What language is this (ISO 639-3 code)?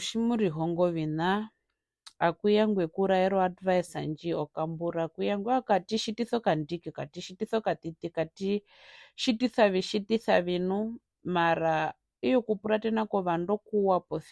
her